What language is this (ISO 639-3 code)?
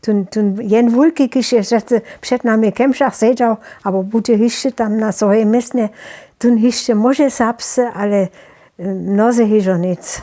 hsb